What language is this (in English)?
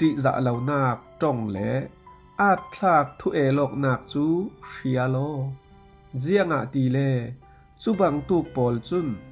Falam Chin